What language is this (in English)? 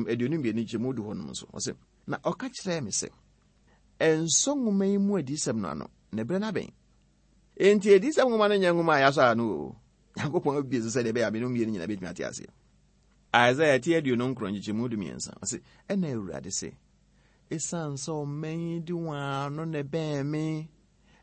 Akan